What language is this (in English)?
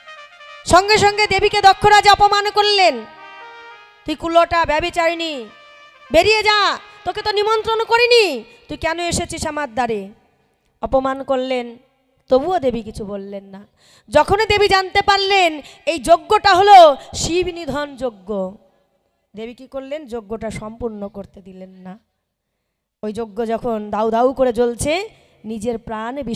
Bangla